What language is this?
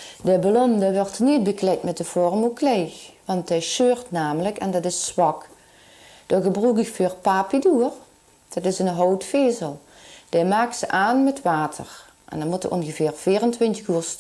Limburgish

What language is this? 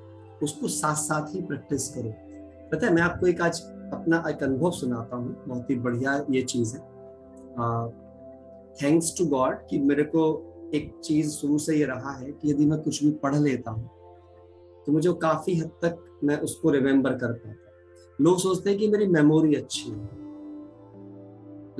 Hindi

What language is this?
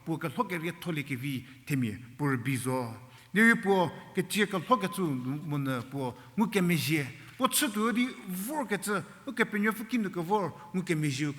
Angami Naga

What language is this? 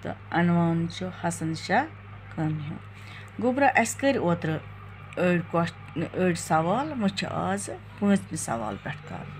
Kashmiri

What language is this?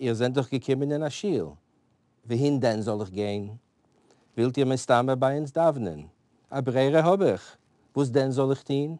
Yiddish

